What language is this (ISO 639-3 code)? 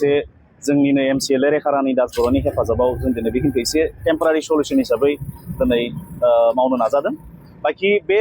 brx